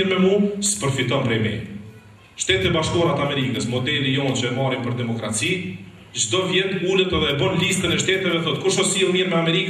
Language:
Albanian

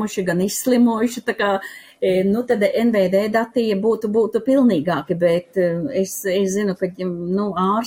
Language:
Latvian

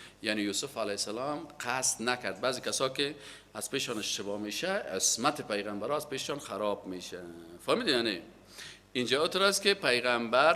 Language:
Persian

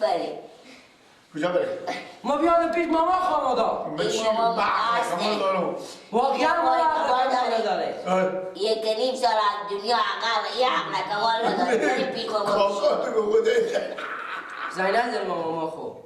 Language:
Persian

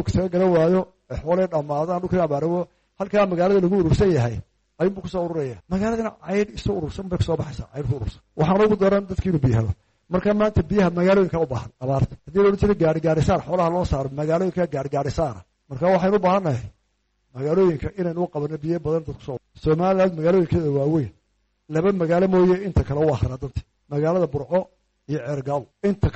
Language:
Somali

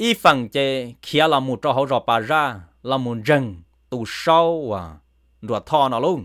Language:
Hmong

